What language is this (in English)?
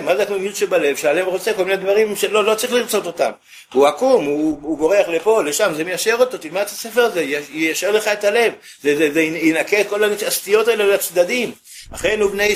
Hebrew